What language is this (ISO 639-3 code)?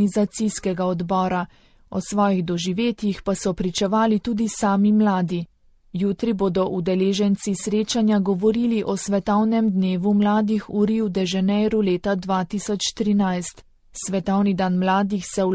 slv